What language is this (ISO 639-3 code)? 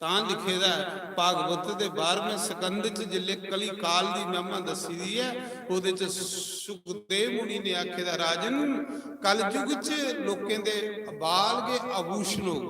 doi